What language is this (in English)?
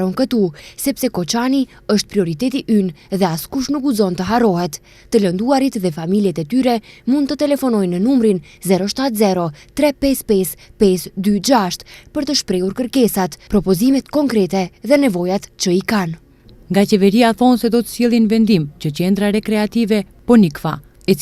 Albanian